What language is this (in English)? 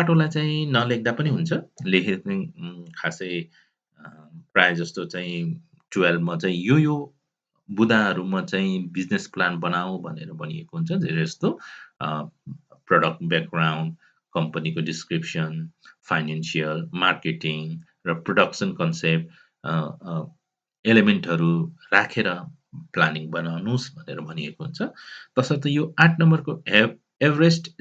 Nepali